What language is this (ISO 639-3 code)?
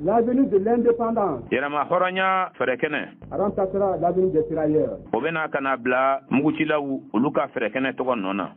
bam